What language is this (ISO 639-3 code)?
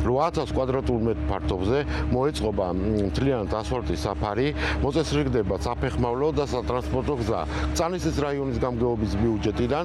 kat